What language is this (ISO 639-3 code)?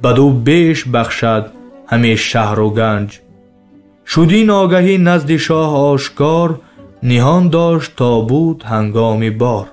tgk